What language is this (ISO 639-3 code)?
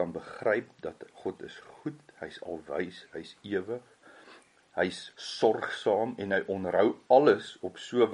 afr